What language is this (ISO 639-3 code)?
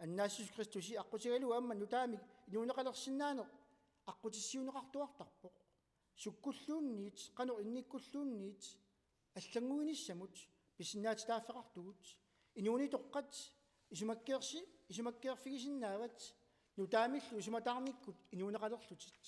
kal